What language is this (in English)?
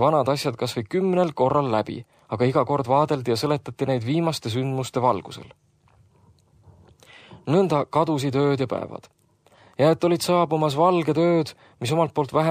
Estonian